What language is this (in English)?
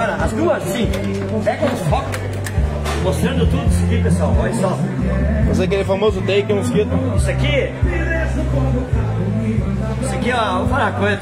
Portuguese